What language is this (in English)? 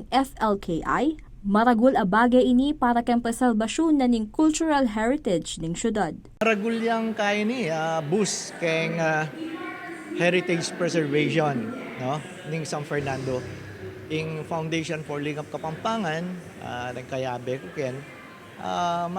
Pampanga